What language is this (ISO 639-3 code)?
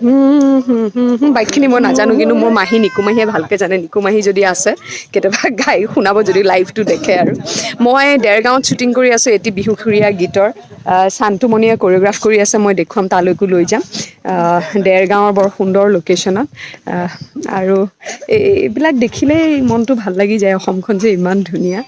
asm